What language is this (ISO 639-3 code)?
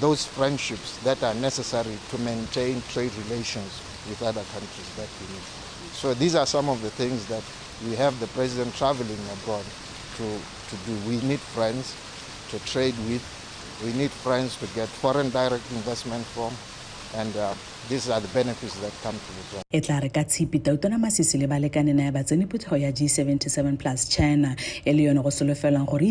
tsn